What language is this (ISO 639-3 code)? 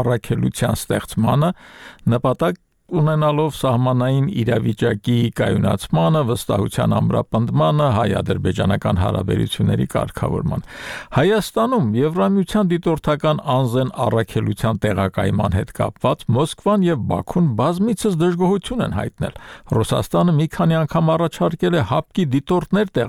hye